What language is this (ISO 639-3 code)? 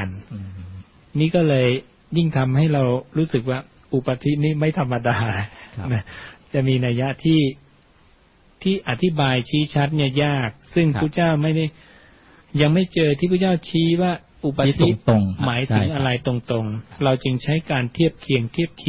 tha